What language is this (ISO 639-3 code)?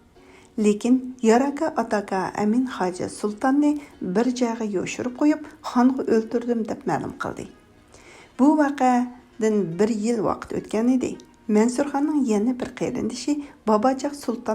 uig